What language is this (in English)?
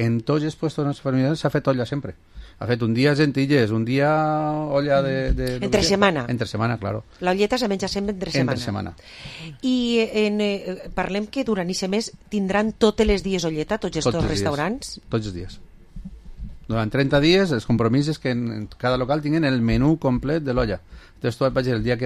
Catalan